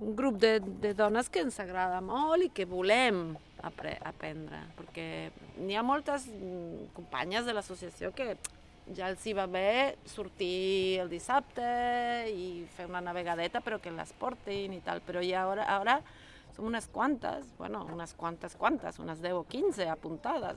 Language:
Catalan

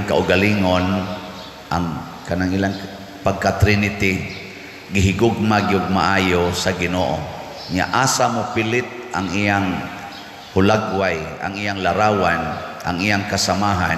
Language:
Cebuano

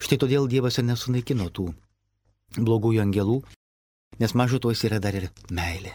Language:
Lithuanian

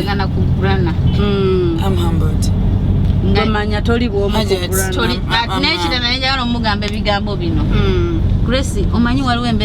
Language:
Ganda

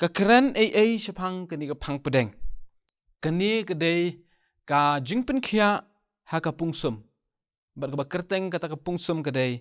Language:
Khasi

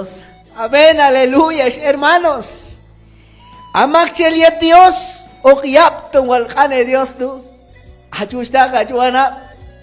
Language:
Q'anjob'al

